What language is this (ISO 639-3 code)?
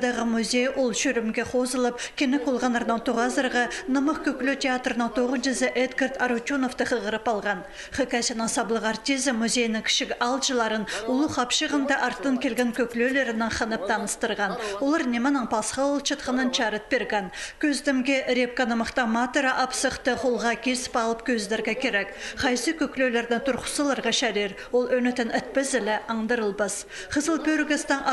kjh